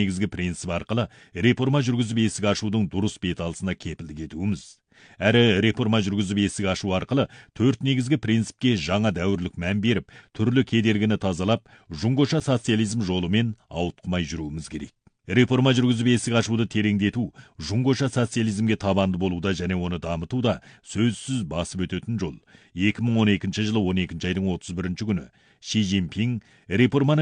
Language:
Kazakh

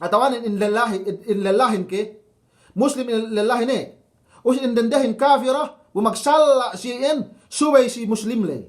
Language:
Yakan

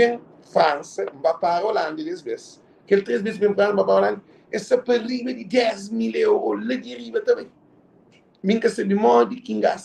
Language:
Kabuverdianu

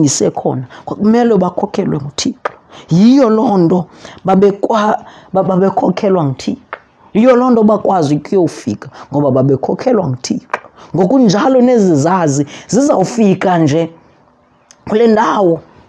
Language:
Xhosa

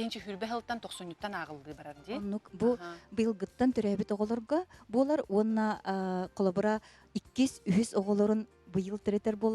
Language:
Yakut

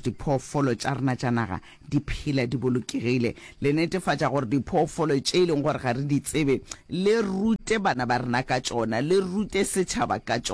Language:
Northern Sotho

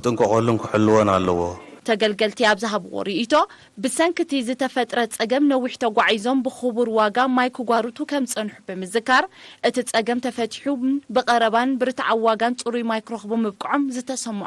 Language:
Tigrinya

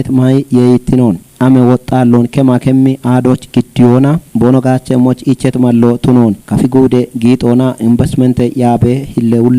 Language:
Kafa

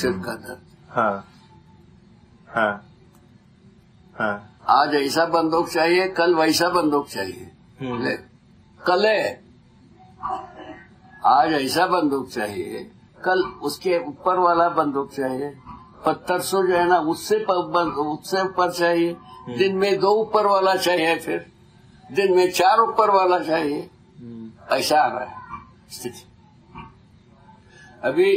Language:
Hindi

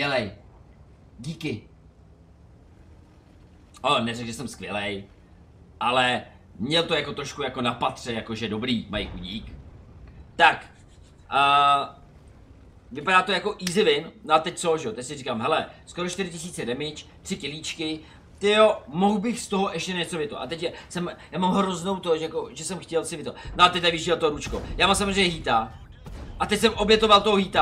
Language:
Czech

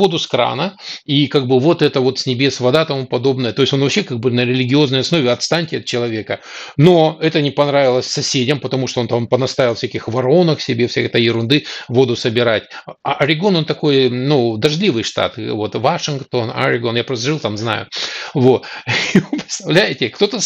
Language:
Russian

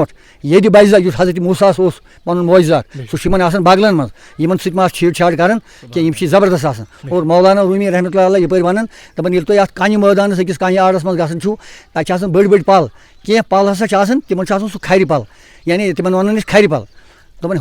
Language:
Kashmiri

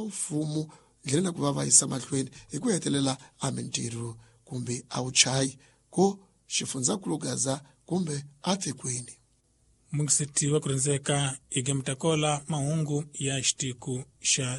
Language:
Tsonga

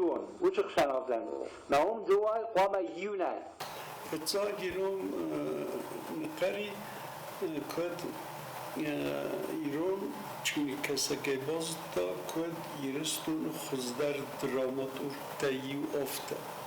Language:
Ossetic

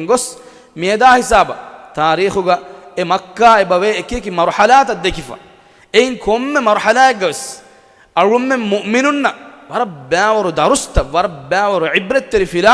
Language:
Divehi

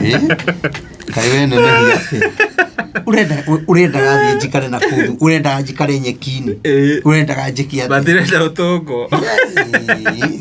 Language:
Kikuyu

